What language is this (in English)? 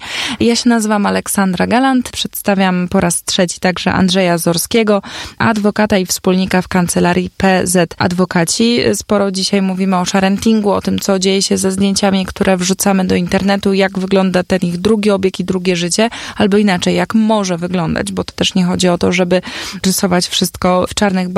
Polish